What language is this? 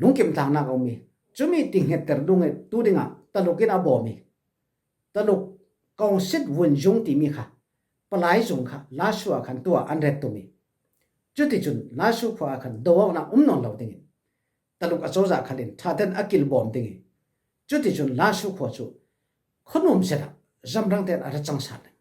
Falam Chin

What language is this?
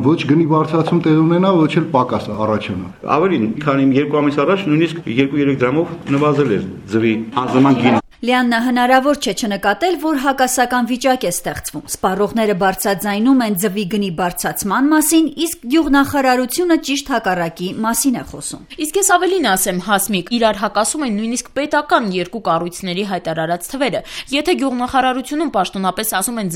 Armenian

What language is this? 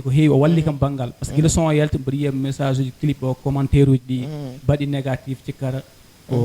Fula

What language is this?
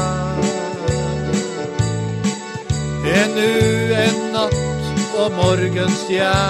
Norwegian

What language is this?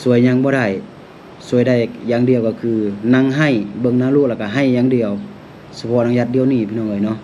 Lao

